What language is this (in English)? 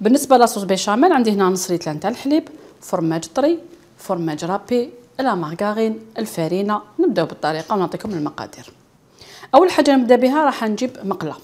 Algerian Arabic